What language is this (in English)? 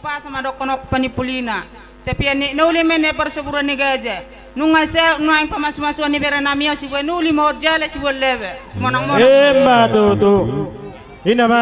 Batak Toba